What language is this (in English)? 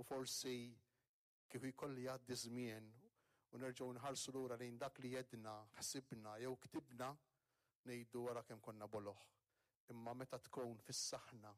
Maltese